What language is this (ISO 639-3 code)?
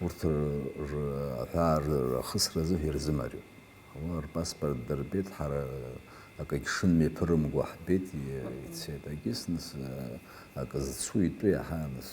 abk